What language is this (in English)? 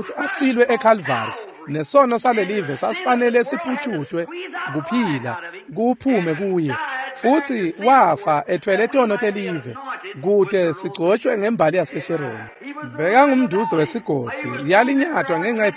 Swati